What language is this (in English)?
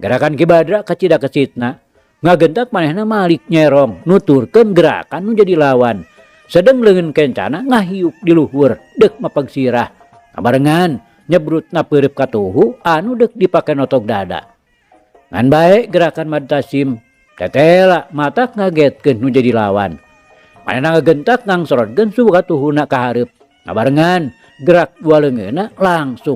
Sundanese